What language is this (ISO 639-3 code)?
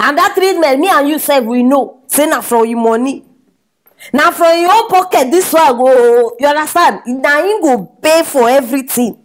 pcm